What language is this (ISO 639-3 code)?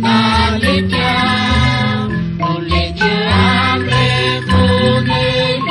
kek